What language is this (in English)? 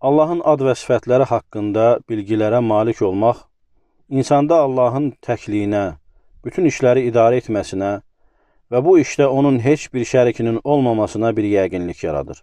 Azerbaijani